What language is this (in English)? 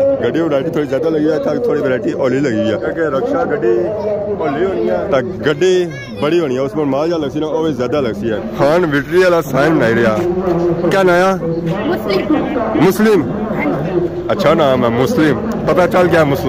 Pahari-Potwari